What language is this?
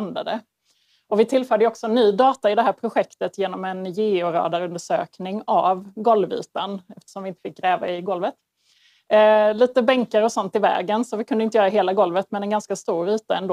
Swedish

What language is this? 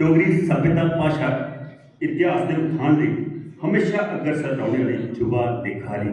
Dogri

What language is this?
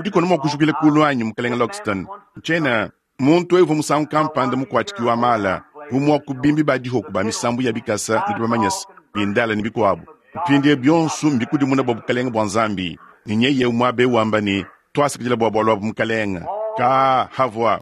Luba-Lulua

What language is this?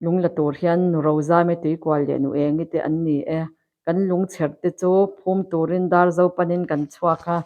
Mizo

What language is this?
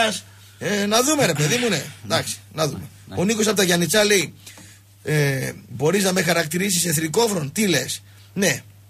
Greek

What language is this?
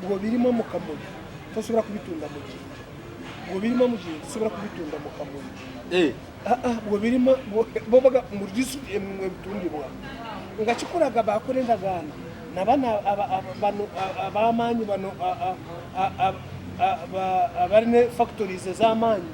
Ganda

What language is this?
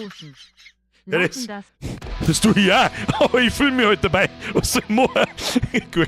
Bavarian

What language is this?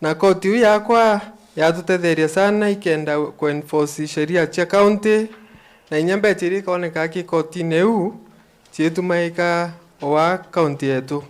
Meru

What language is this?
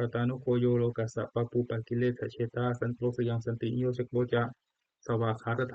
Pali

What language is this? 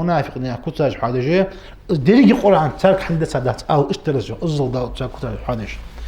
Ingush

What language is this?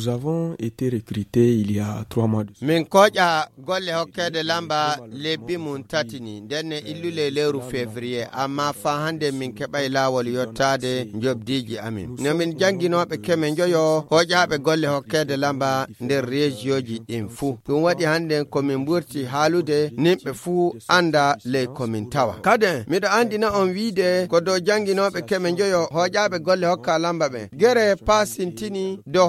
Fula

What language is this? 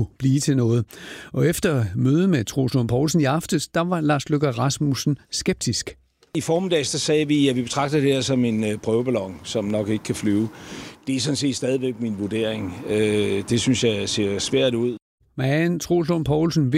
Danish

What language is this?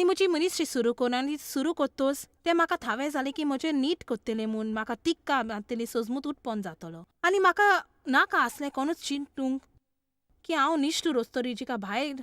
Konkani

